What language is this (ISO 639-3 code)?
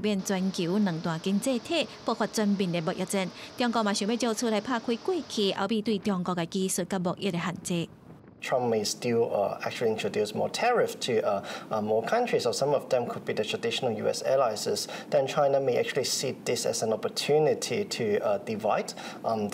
nan